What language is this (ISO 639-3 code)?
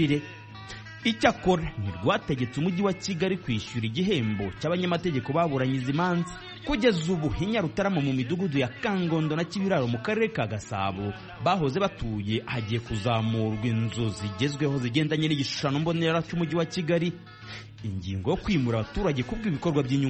kin